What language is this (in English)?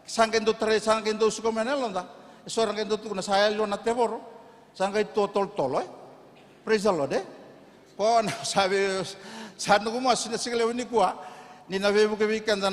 Fijian